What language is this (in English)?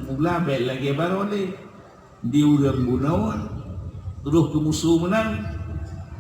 Achinese